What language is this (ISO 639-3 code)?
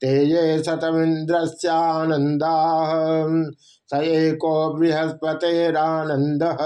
san